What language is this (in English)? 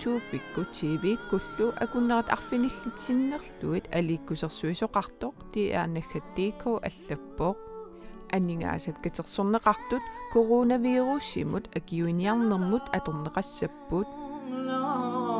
Kalaallisut